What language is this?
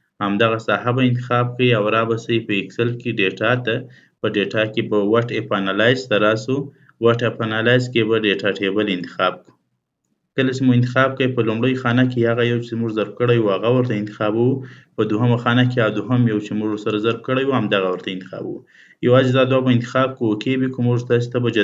Pashto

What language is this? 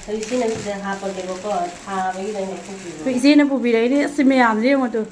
Manipuri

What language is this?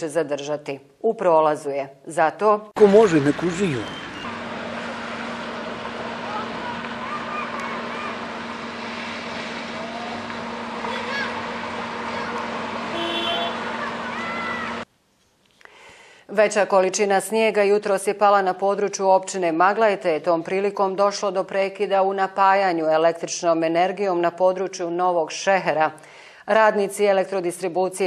Bosnian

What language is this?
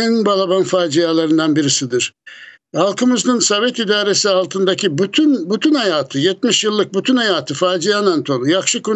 Crimean Tatar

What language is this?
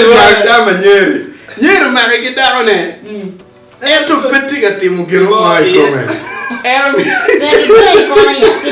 Acoli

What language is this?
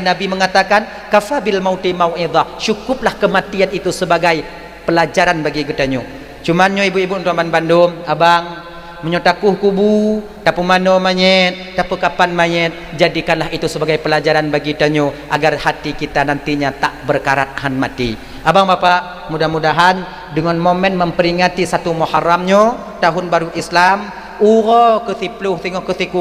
Achinese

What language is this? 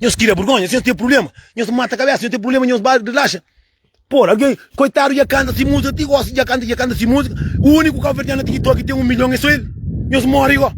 Kabuverdianu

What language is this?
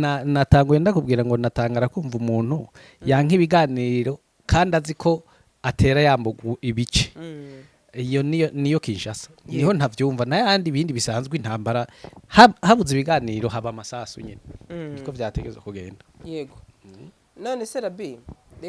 Rundi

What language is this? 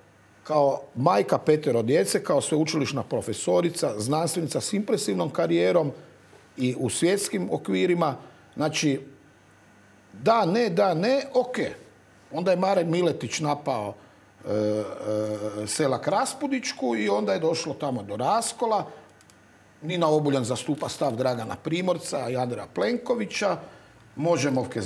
Croatian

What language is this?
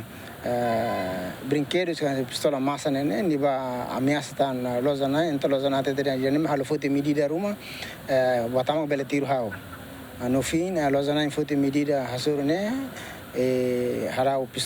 Tetum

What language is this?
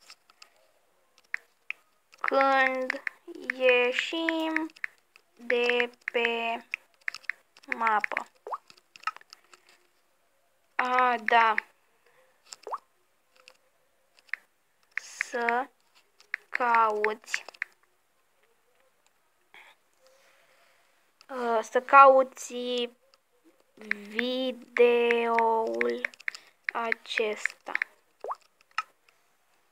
Romanian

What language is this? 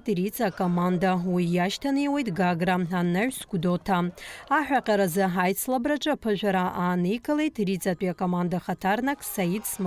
Abkhazian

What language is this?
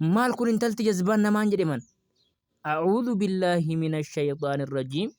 Oromo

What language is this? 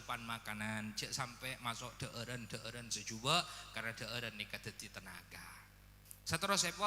Madurese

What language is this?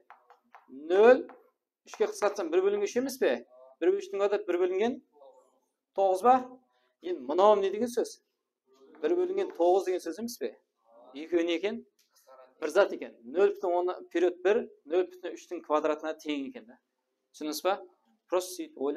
Kara-Kalpak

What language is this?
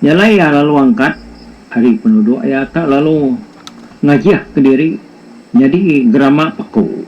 Iban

